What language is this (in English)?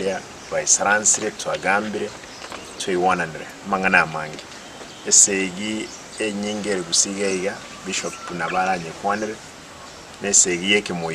Gusii